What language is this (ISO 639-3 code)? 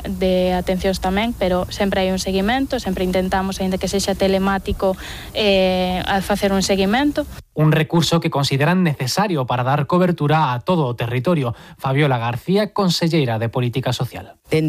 glg